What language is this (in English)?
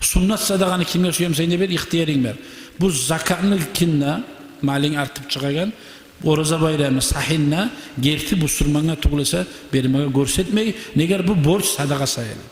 Kumyk